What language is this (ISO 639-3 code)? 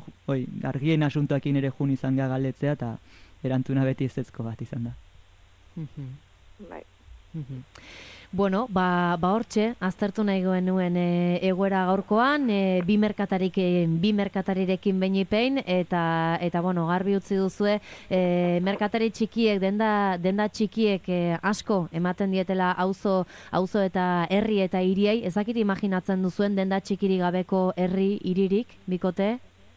eus